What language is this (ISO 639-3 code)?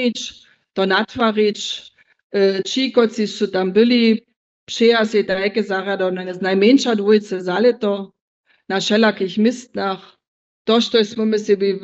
hsb